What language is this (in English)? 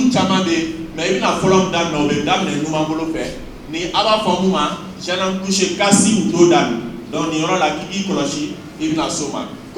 Bambara